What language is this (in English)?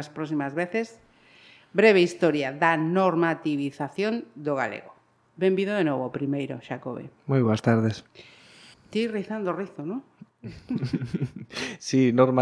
Galician